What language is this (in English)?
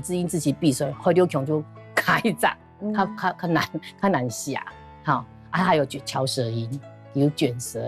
Hakka Chinese